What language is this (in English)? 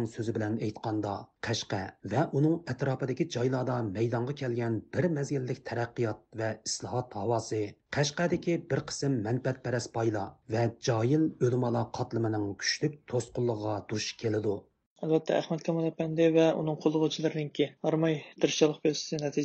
Uyghur